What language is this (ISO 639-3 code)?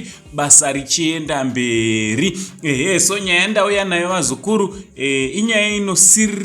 sna